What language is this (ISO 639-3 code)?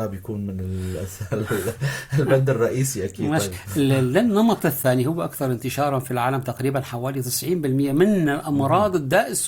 apc